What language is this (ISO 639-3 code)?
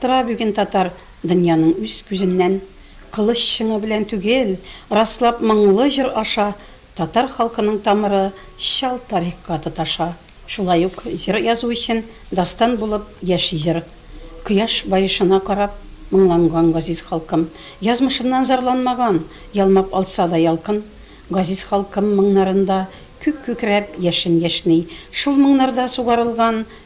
tat